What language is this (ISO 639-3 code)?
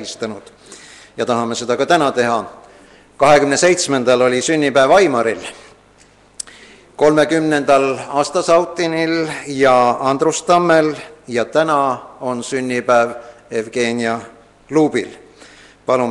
est